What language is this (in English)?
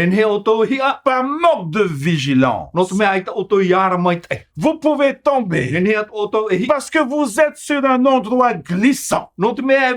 Tahitian